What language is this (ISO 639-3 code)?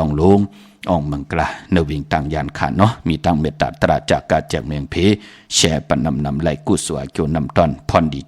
shn